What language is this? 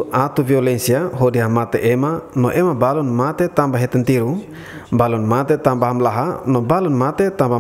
Tetum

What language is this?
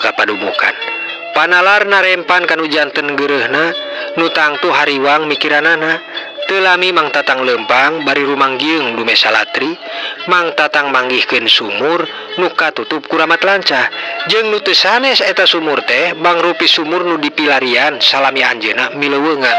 Sundanese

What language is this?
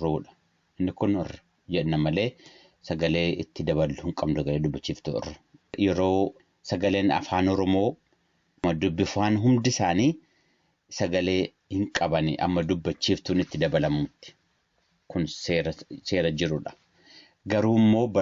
Oromo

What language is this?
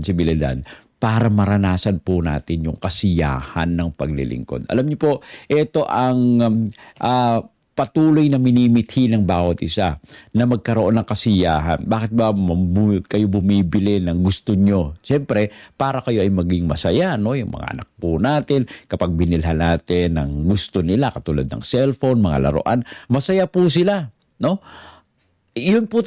Filipino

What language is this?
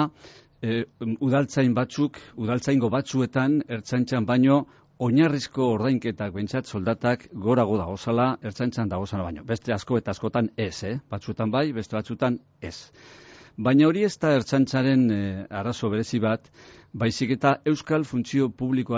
Basque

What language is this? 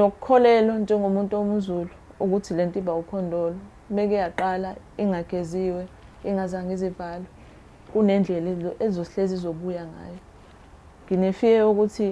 Zulu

